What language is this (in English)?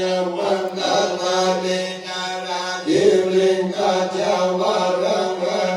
Pali